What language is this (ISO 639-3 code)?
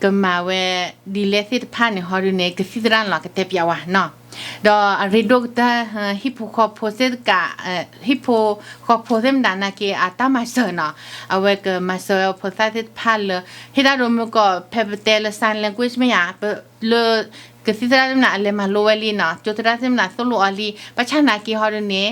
ksw